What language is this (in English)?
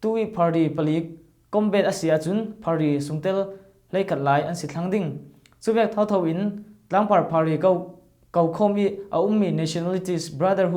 Falam Chin